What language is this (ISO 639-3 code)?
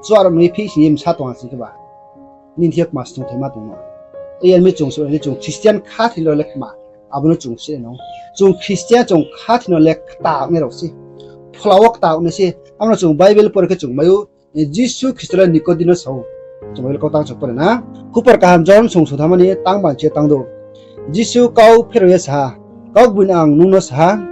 ria